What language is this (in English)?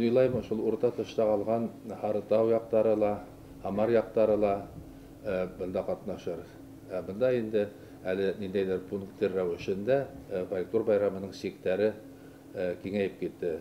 Bashkir